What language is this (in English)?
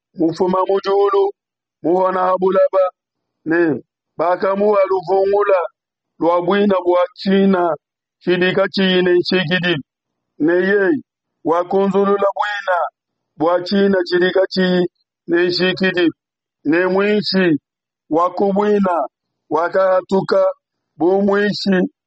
Luba-Lulua